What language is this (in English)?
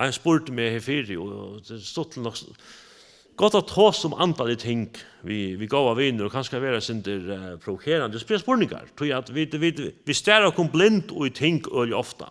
Faroese